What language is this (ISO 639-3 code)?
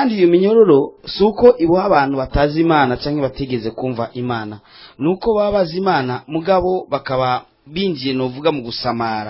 run